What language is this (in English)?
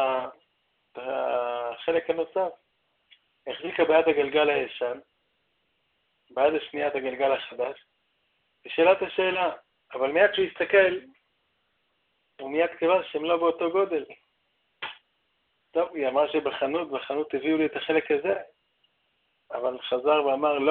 Hebrew